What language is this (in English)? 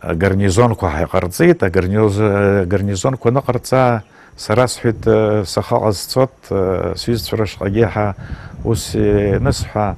Abkhazian